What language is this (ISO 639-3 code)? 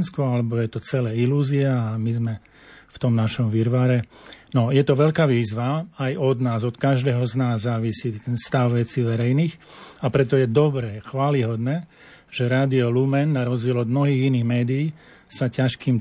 slk